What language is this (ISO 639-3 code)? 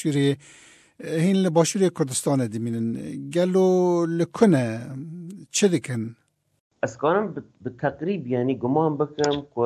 kur